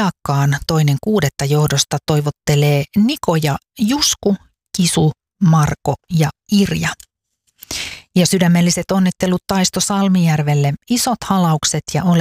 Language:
Finnish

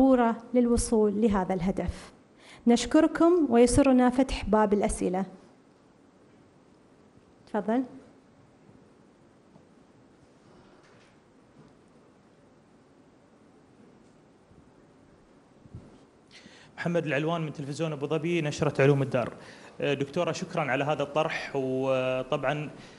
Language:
Arabic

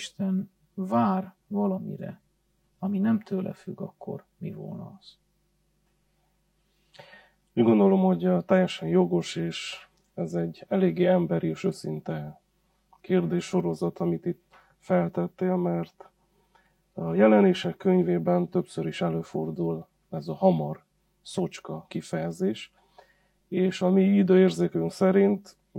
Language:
Hungarian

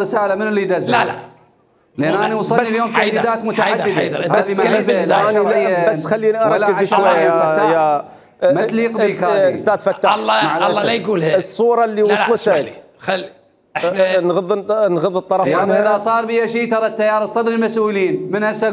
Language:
Mesopotamian Arabic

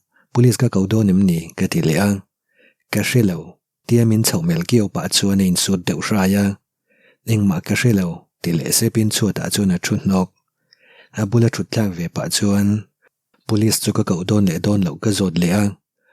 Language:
Mizo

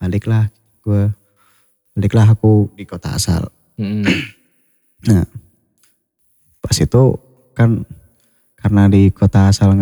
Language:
Indonesian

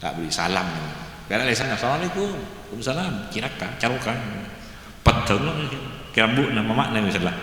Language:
Madurese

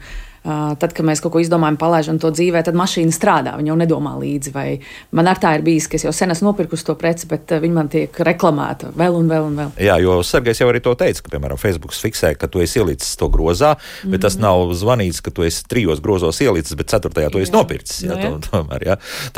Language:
Latvian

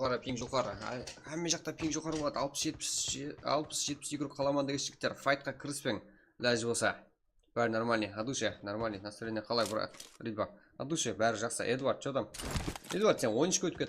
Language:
Kara-Kalpak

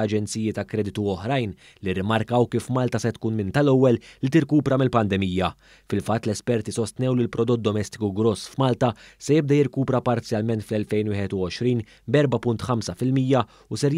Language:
Maltese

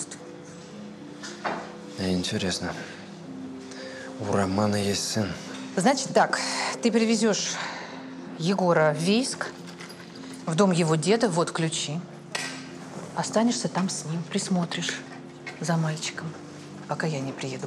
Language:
Russian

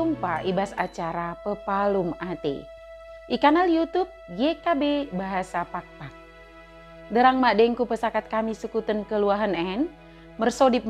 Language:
Batak Dairi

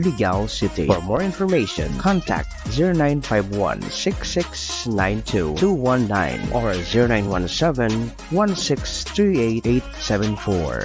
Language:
Bikol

